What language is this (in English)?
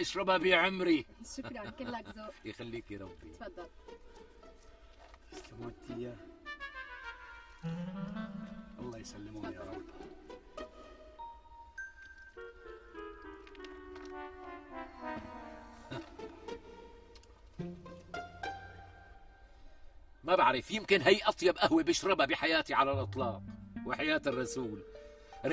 North Levantine Arabic